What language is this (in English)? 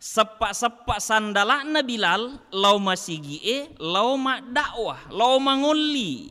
Buginese